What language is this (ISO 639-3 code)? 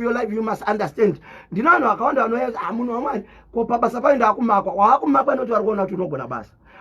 sna